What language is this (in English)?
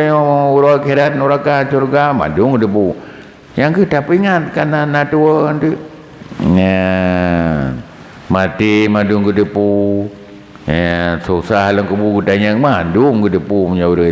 Achinese